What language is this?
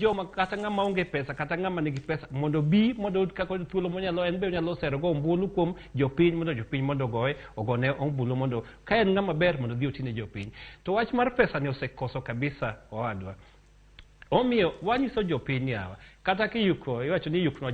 Luo (Kenya and Tanzania)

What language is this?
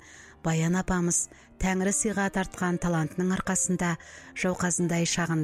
Kazakh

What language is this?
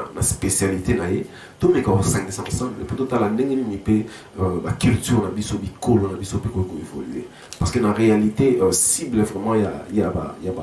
Lingala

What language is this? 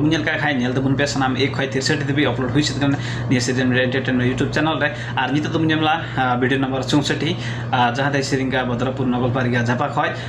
Santali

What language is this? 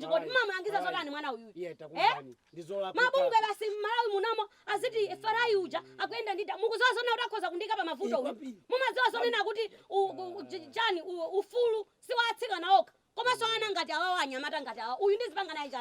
Nyanja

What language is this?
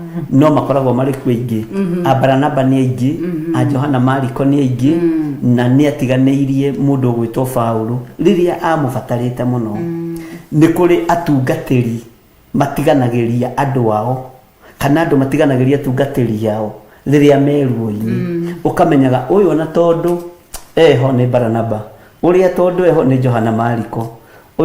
Kikuyu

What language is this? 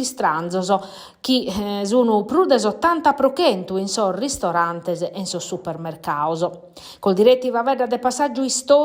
Sardinian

